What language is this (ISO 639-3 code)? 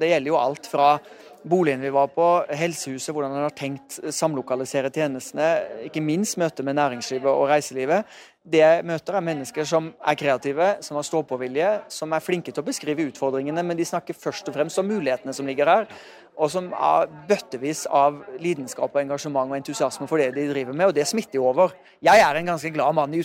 nor